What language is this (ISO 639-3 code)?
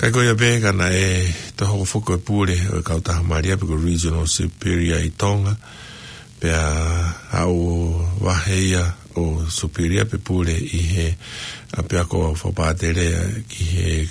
ton